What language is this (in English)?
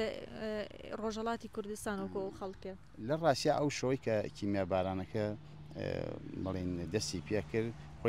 Central Kurdish